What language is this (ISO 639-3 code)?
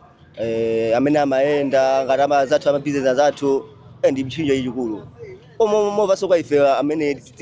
nya